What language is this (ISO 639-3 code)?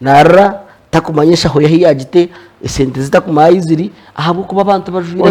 nyn